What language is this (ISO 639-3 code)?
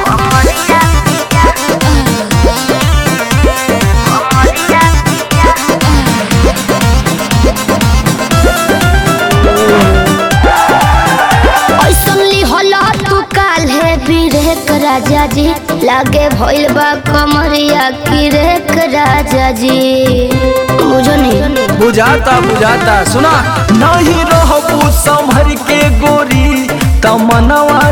bho